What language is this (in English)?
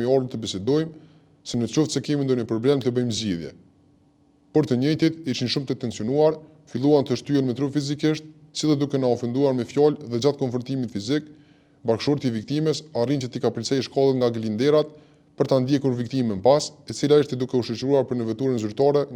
Albanian